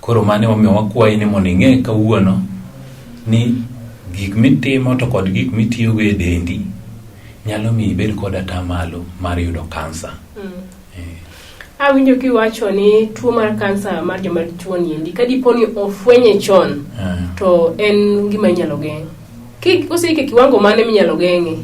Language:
Luo (Kenya and Tanzania)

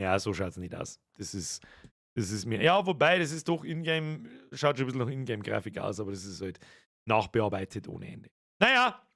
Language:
Bavarian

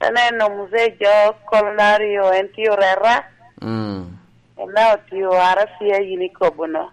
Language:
Lango (Uganda)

